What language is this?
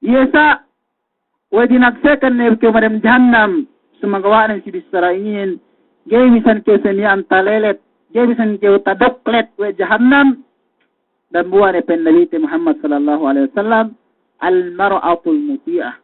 Yakan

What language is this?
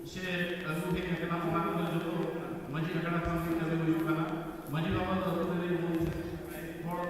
Santali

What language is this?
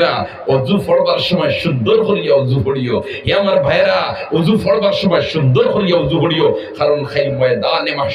Sylheti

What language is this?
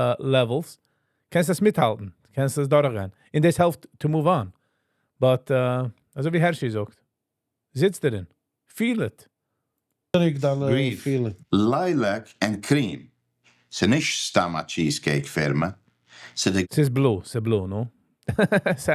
Yiddish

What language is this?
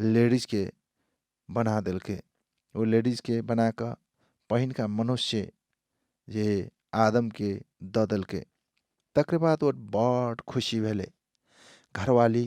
Maithili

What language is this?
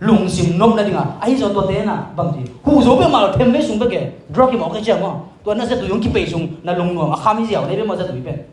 Tedim Chin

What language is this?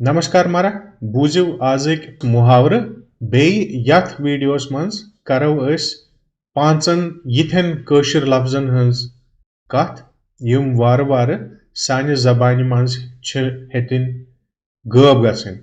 Kashmiri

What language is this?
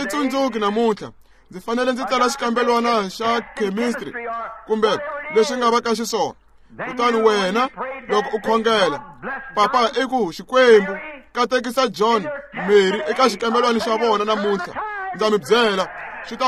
Tsonga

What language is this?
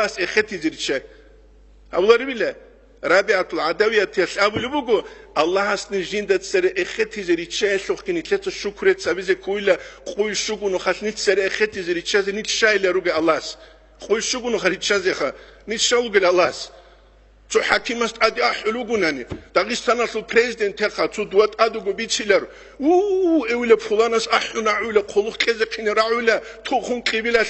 Avaric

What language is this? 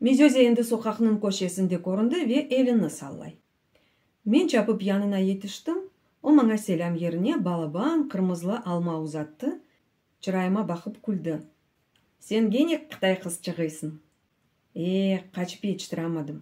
Crimean Tatar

